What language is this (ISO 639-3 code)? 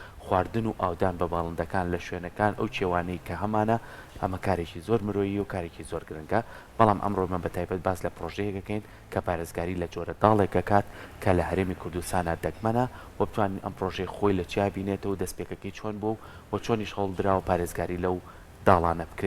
ckb